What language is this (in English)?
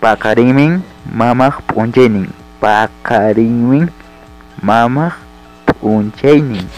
Ayacucho Quechua